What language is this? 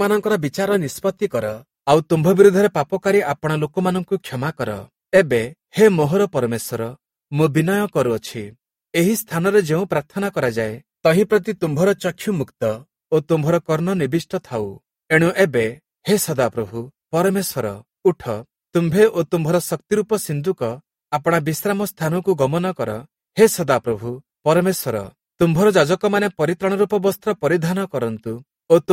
Odia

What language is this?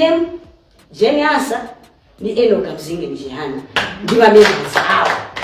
Nyanja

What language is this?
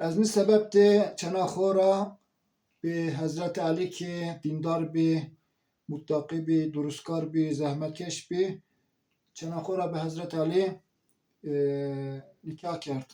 Zaza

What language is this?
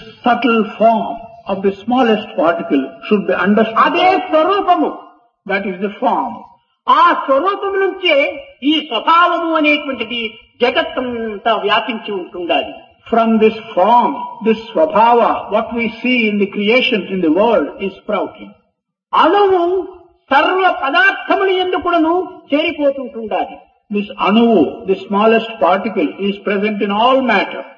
Telugu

